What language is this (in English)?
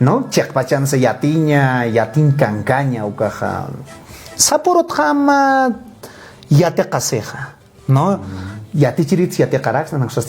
Aymara